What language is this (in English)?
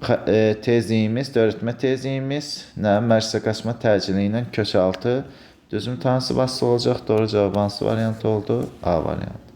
Azerbaijani